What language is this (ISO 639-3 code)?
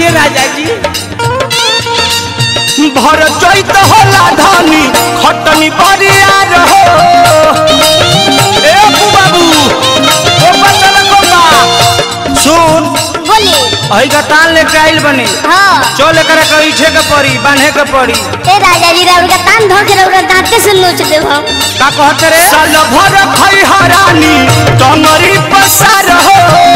bho